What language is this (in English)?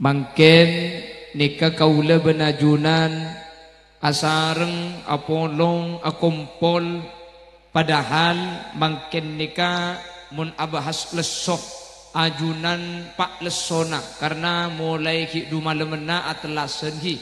Madurese